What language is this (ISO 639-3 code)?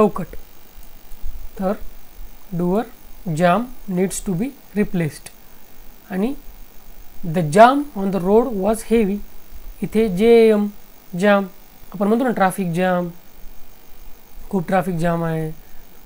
mar